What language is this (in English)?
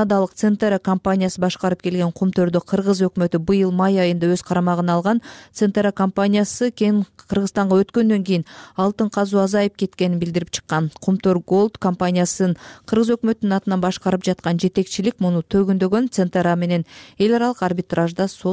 Kyrgyz